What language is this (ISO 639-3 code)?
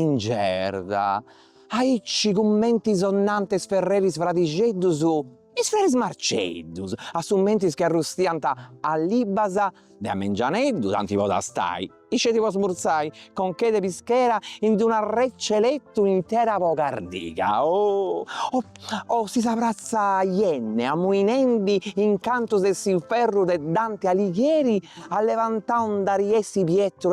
srd